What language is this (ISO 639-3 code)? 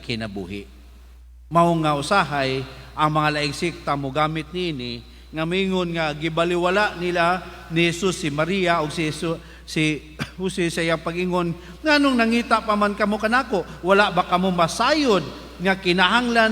ceb